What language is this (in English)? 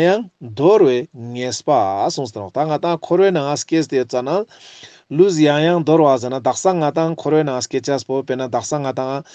Ladakhi